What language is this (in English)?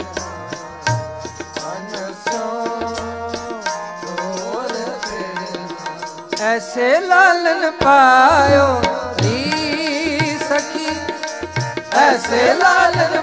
Punjabi